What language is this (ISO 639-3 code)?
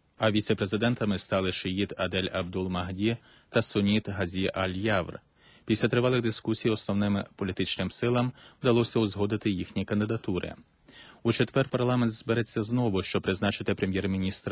ukr